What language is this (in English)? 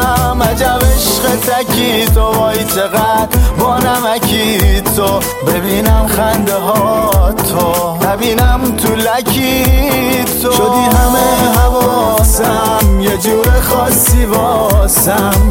Persian